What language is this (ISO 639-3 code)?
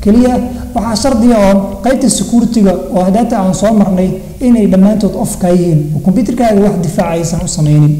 som